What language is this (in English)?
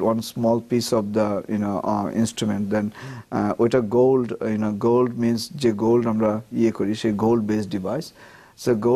Bangla